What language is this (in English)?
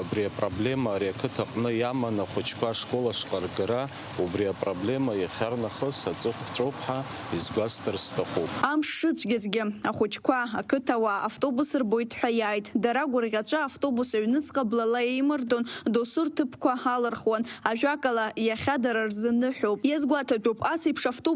Abkhazian